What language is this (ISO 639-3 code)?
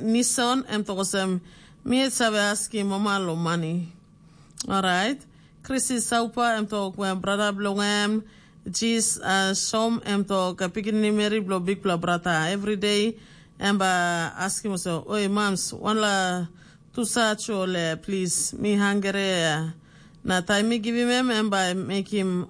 tpi